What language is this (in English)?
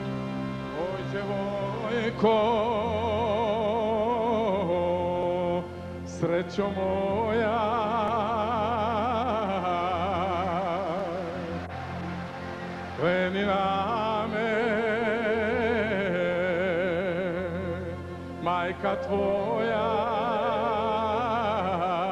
Croatian